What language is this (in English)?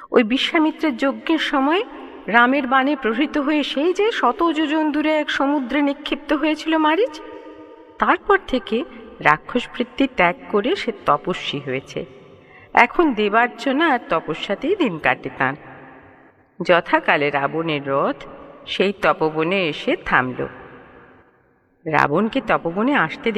Bangla